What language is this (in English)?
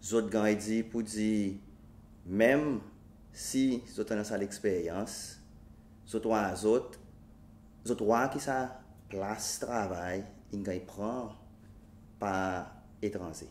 Seselwa Creole French